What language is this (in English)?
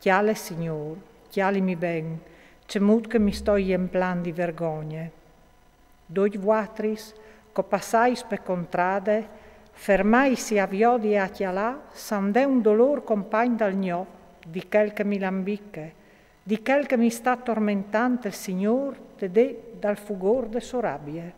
Friulian